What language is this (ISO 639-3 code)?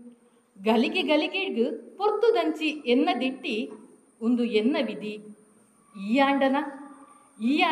tcy